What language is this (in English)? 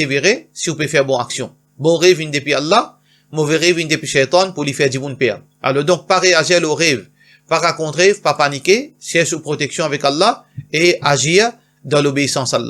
Morisyen